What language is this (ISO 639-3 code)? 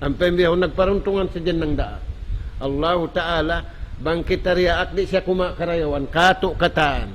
tsg